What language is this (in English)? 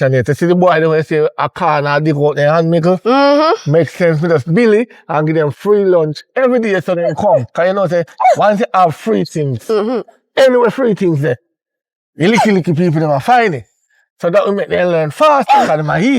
Jamaican Creole English